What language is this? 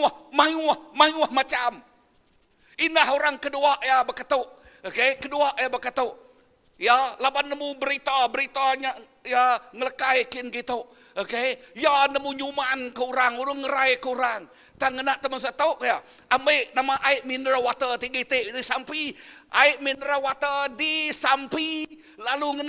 Iban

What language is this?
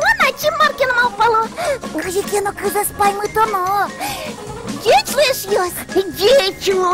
Udmurt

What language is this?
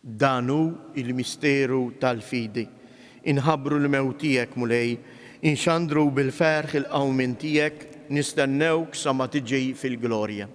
Maltese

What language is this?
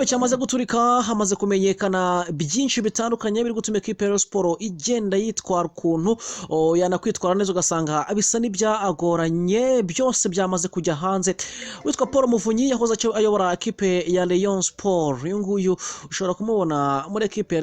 Kinyarwanda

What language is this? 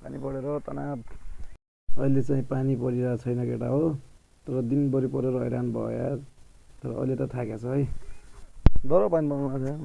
Nepali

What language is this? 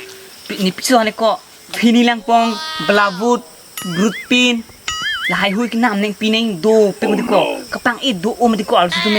Karbi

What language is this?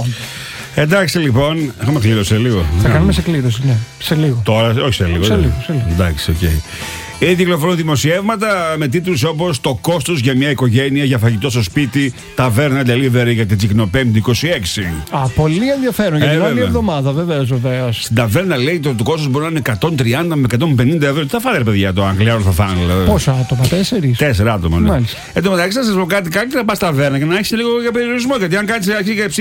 Greek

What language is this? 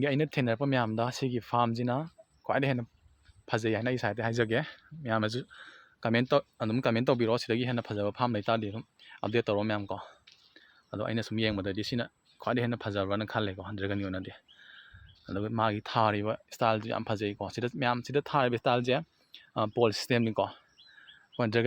Manipuri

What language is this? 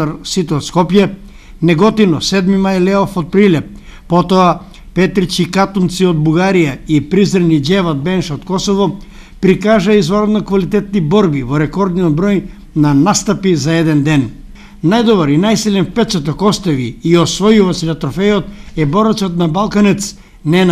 Macedonian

